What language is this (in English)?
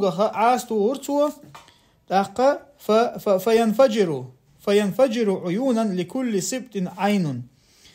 Chechen